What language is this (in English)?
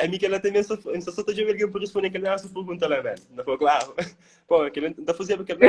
Kabuverdianu